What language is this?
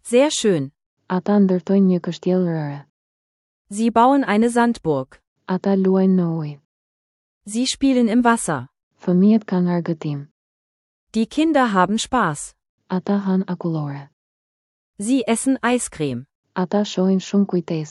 Albanian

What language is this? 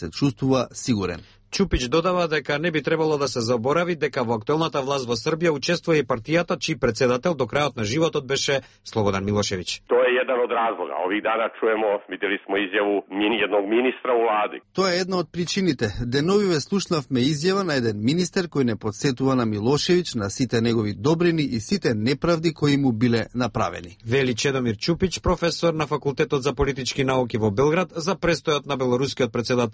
Macedonian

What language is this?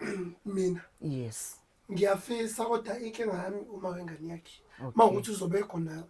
Zulu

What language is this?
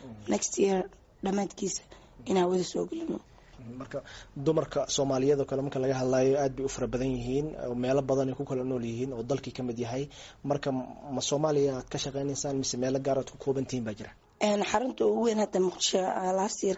Somali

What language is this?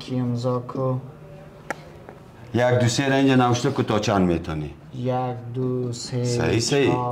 Persian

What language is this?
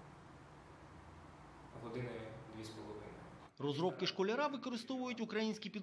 Ukrainian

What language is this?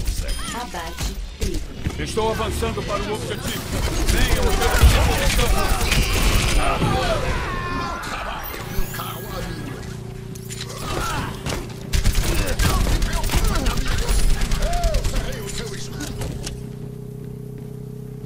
Portuguese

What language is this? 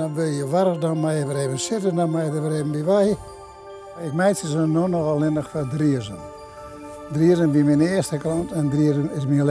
Western Frisian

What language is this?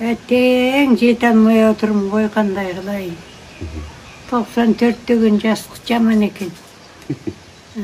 Kazakh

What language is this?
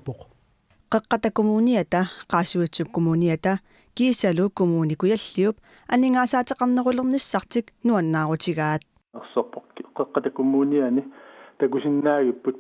Kalaallisut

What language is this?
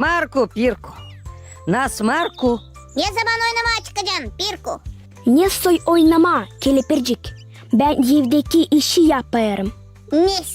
Gagauz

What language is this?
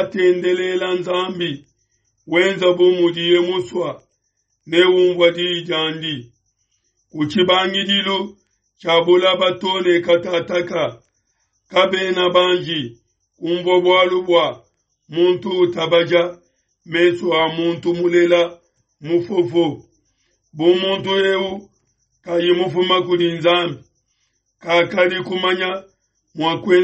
Luba-Lulua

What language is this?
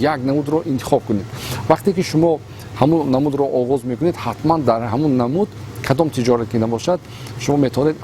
Tajik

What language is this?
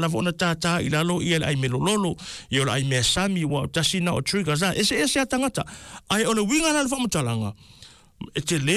Samoan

